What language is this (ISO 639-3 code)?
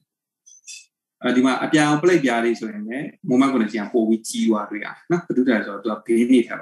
mya